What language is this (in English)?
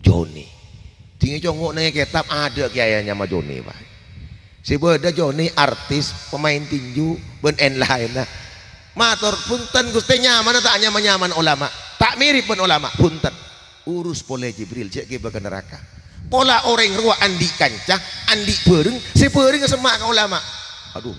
Madurese